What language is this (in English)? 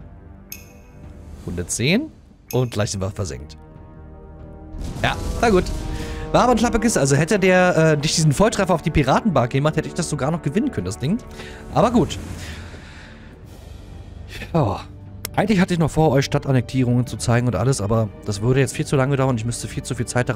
German